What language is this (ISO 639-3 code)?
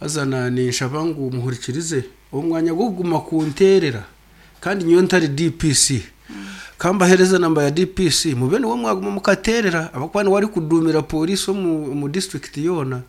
nyn